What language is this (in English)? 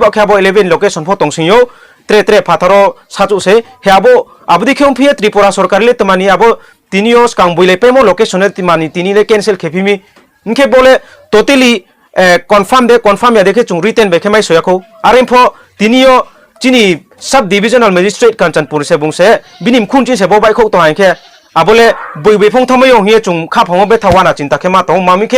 Riang (India)